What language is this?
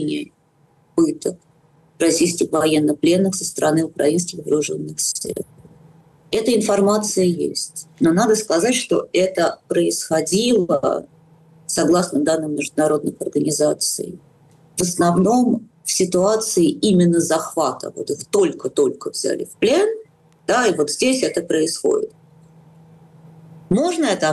Russian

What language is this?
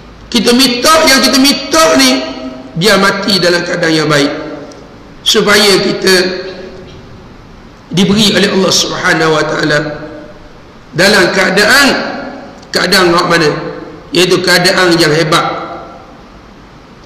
Malay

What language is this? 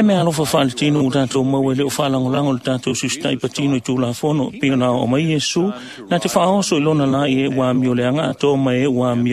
Samoan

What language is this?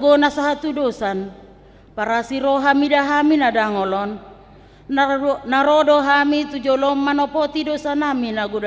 Batak Toba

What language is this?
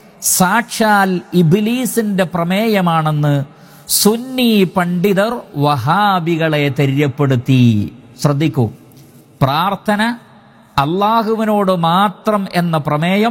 Malayalam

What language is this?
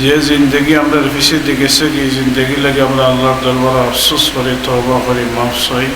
Sylheti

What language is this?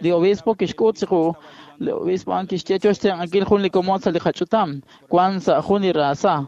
Kekchí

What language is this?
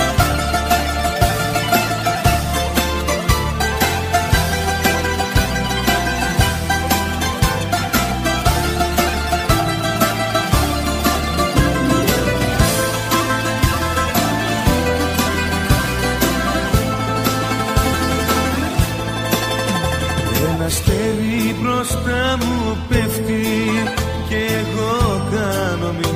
Greek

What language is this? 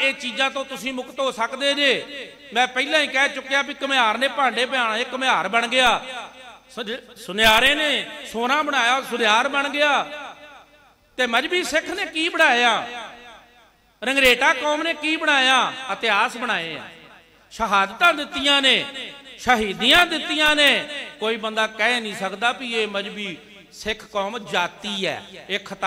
Punjabi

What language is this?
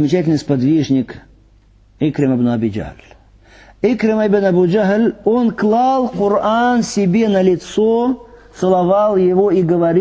Russian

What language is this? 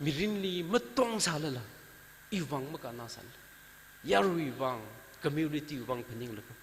Tangkhul Naga (India)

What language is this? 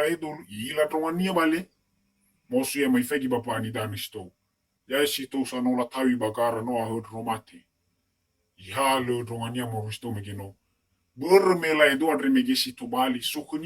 Nias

